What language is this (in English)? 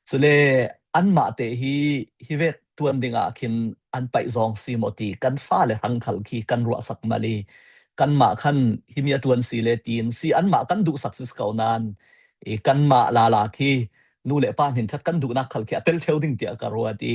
Falam Chin